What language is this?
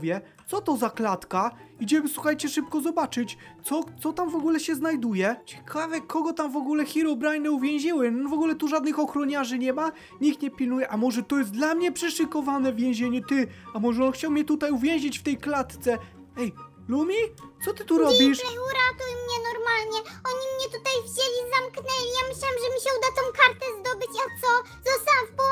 Polish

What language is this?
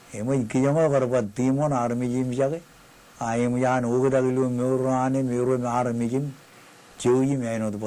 Marshallese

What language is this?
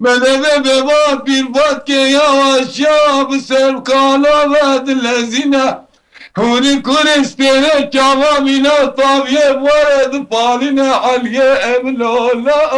Kurdish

